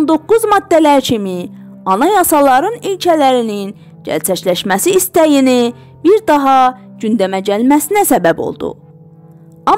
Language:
South Azerbaijani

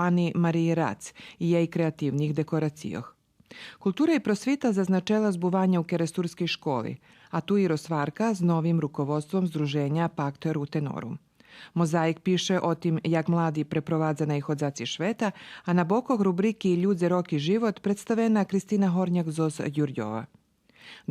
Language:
Rusyn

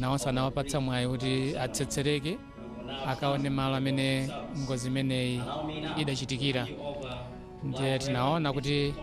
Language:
Nyanja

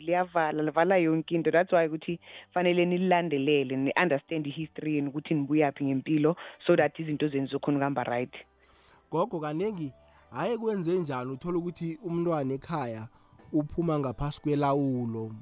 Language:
South Ndebele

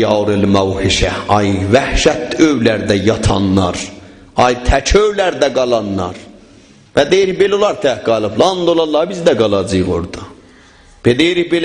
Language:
South Azerbaijani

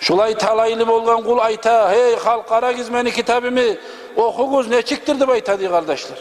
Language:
Kumyk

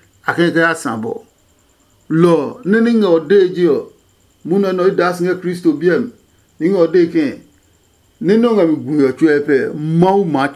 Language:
Adangme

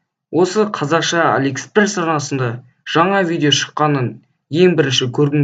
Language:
Kazakh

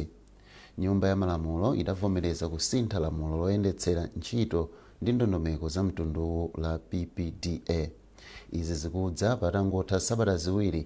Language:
Nyanja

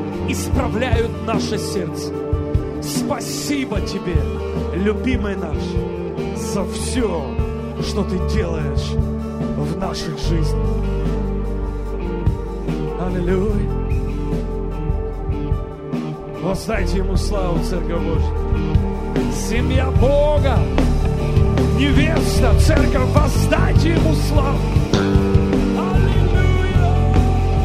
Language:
Russian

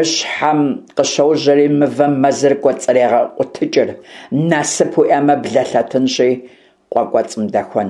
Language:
Kabardian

